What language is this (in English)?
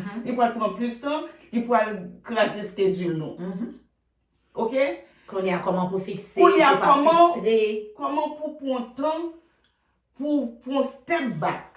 Haitian Creole